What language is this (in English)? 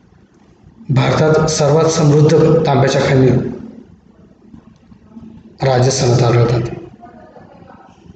Marathi